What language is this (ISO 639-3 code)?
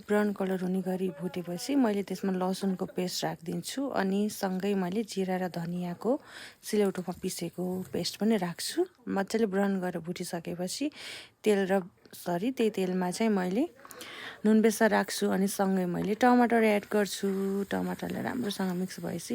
nep